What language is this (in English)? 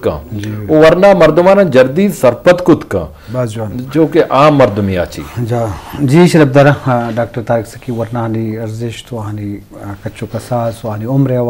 Eastern Balochi